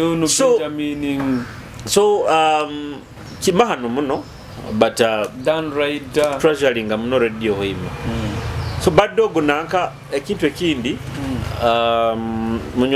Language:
Nyoro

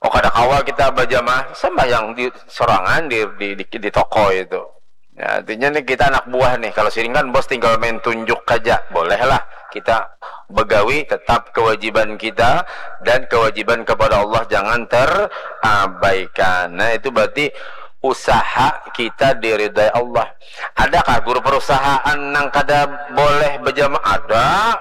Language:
Banjar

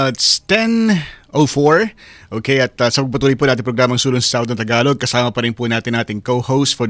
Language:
Filipino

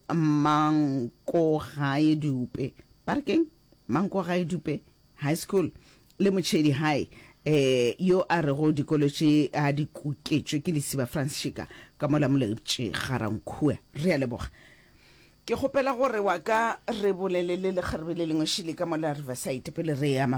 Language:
Northern Sotho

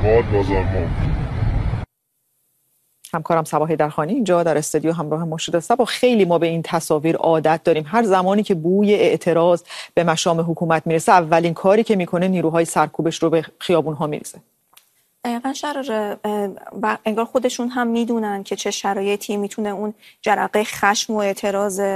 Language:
Persian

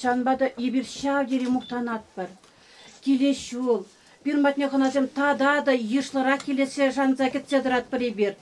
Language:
Chuvash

